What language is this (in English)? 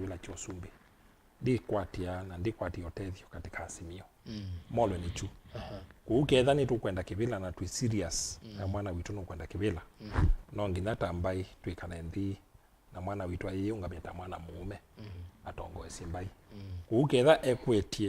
Kamba